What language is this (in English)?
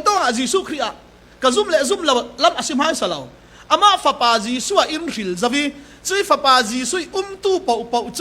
Falam Chin